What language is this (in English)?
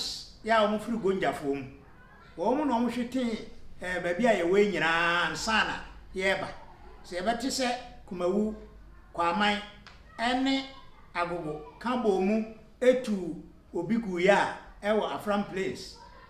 Akan